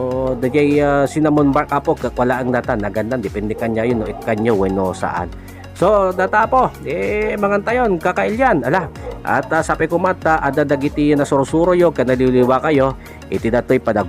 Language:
Iloko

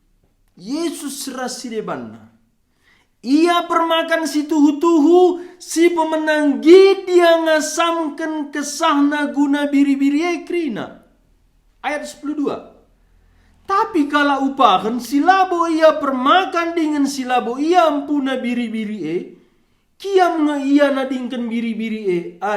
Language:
Batak Karo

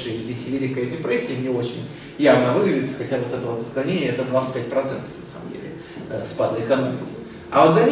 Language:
Russian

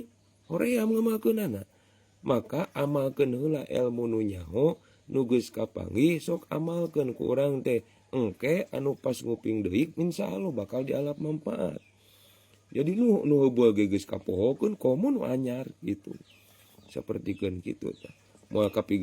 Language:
Sundanese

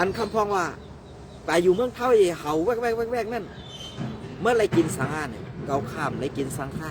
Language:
Shan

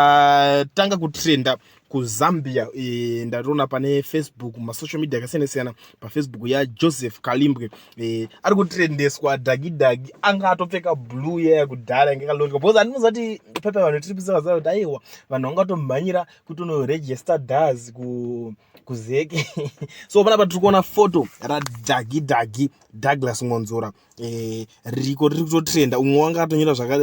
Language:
Shona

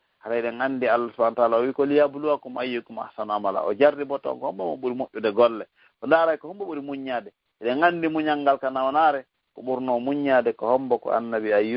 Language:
Fula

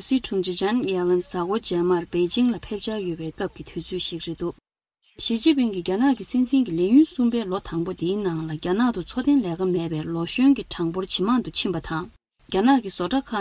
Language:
Tibetan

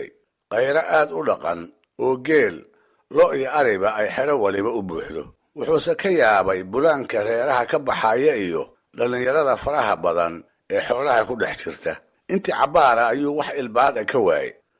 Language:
Somali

